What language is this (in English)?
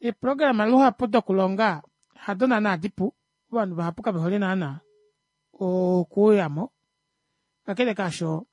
Kuanyama